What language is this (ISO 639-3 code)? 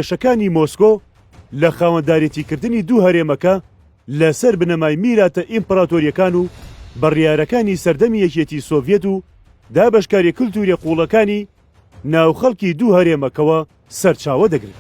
ckb